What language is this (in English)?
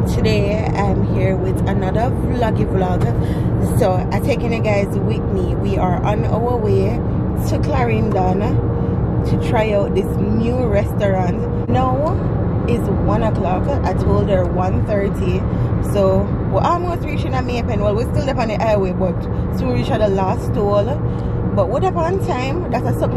Jamaican Creole English